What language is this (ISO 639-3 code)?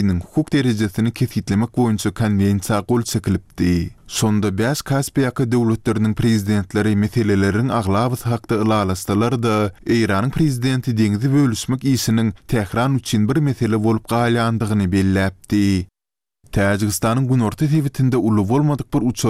tuk